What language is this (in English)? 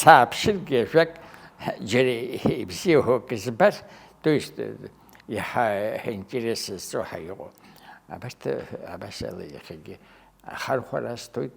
Abkhazian